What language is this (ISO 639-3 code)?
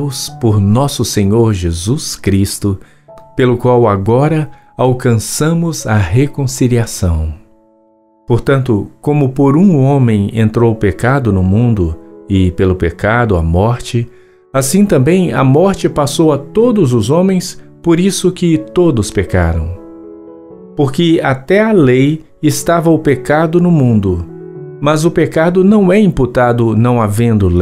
por